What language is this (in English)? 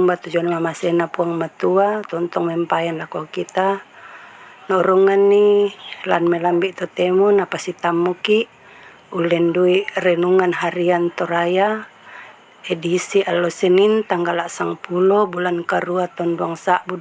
Toraja-Sa'dan